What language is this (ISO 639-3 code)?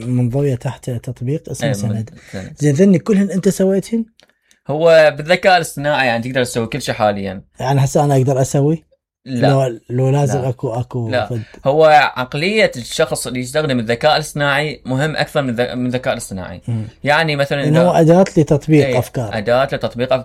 acm